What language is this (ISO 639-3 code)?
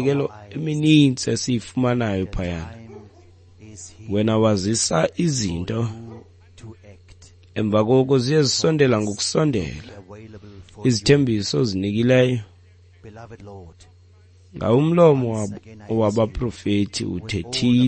xho